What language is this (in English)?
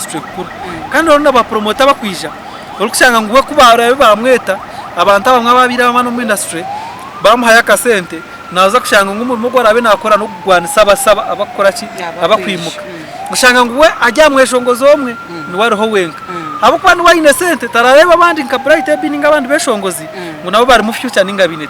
Nyankole